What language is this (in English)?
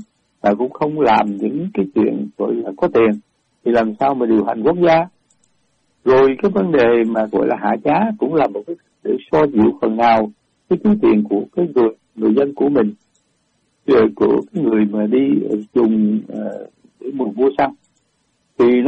Vietnamese